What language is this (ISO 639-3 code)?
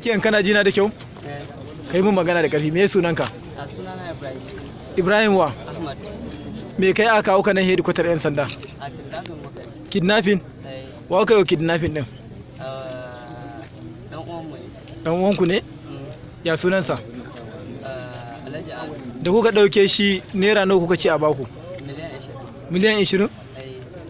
hau